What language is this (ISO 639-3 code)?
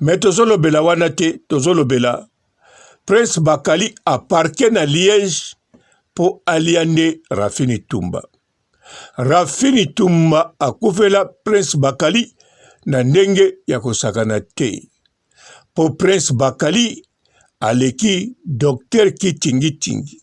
lin